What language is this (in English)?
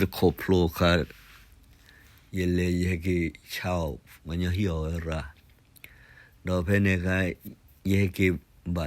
S'gaw Karen